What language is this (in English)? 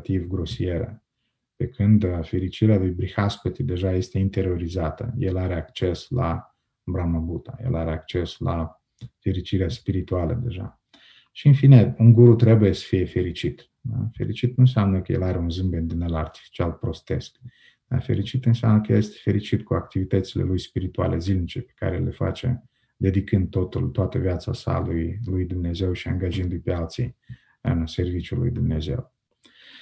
Romanian